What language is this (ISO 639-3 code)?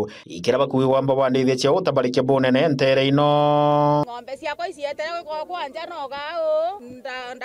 mer